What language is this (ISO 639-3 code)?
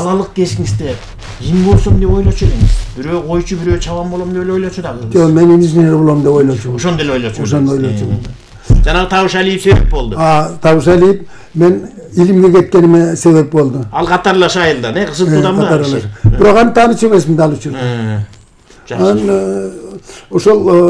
kir